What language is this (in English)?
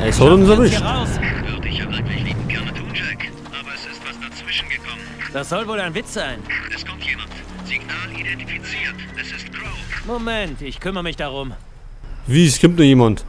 Bavarian